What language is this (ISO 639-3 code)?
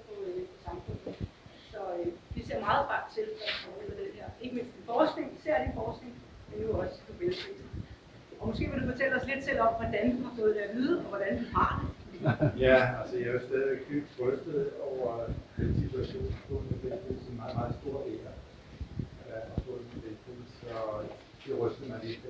dan